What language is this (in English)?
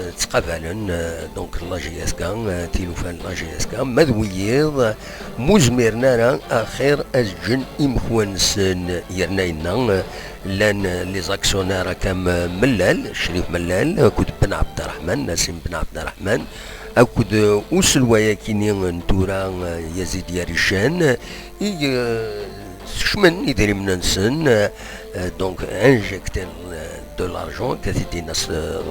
Kabyle